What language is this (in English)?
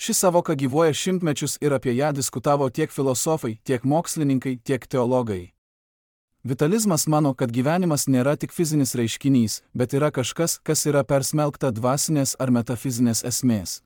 Lithuanian